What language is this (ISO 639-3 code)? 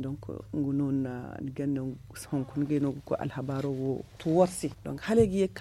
dje